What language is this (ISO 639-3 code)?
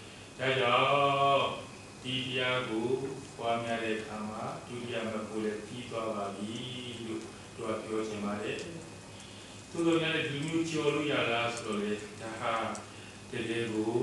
mya